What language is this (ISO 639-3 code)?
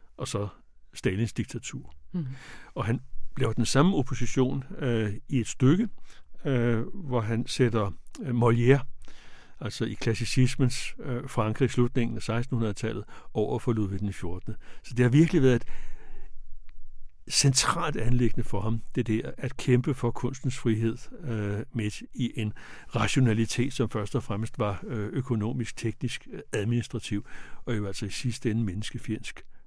dan